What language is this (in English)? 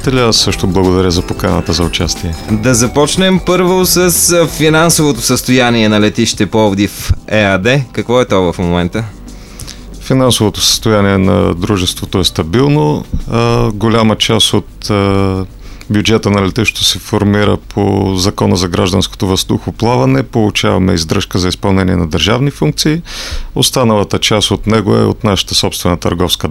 Bulgarian